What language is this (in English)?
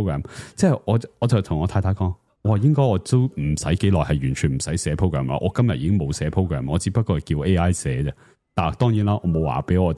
Cantonese